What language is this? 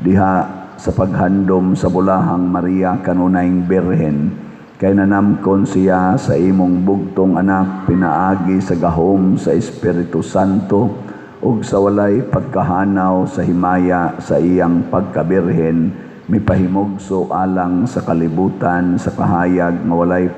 Cebuano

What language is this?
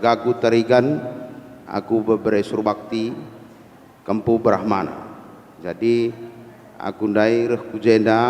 Batak Karo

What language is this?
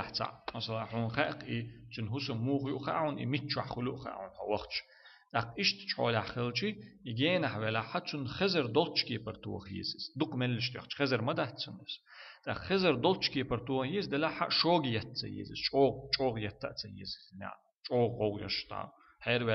Chechen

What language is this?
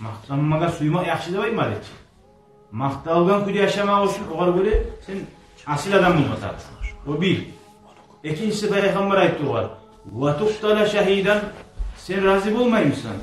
Kumyk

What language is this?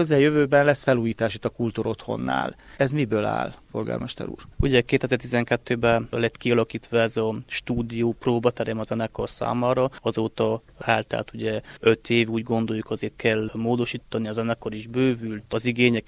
Hungarian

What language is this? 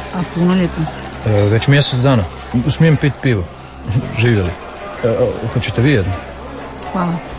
Croatian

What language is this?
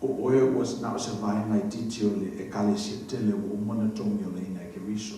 Samoan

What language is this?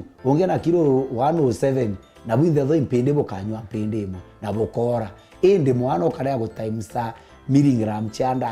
Meru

